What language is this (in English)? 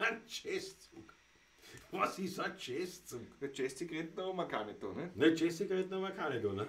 Bavarian